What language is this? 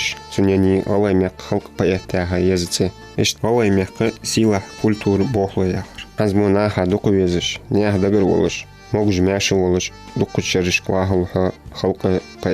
Ingush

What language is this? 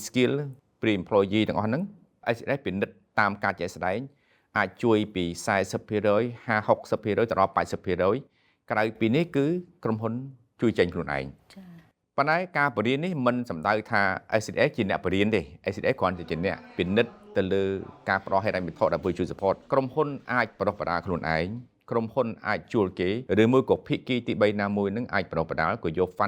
Khmer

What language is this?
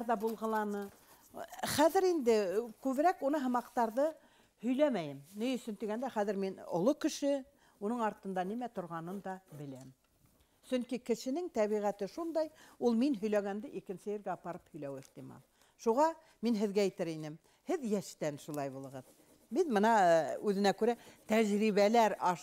Bashkir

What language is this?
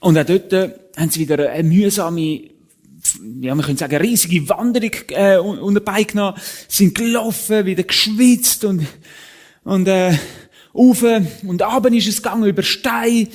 Swiss German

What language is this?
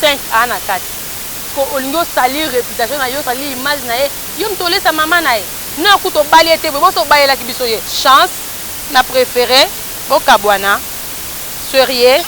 Lingala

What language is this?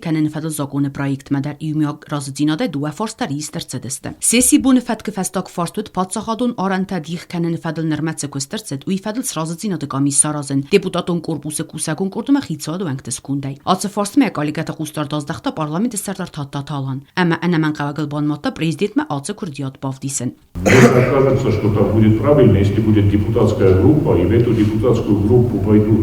Ossetic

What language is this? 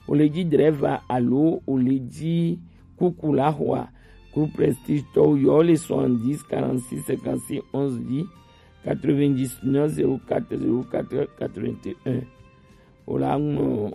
Gen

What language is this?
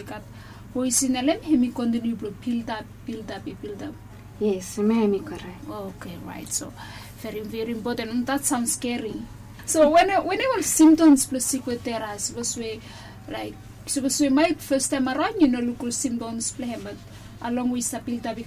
Bislama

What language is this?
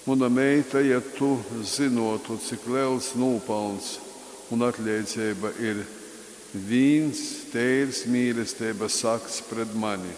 Latgalian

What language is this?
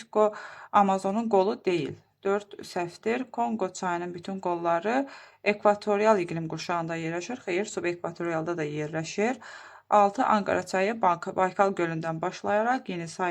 Azerbaijani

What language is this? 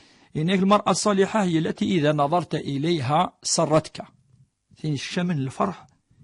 Kabyle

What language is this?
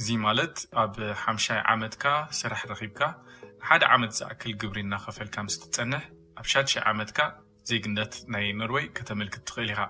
Tigrinya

